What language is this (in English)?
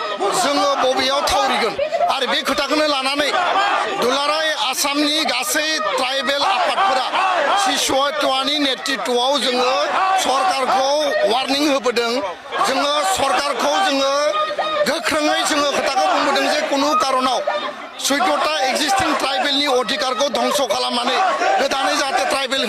Bodo